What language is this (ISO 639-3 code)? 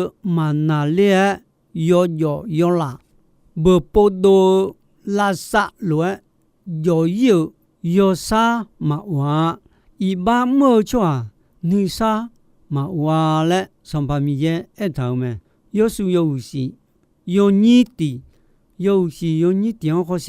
ahk